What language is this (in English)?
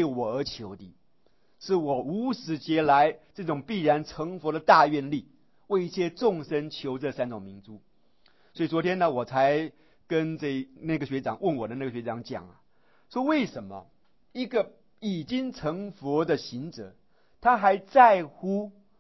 Chinese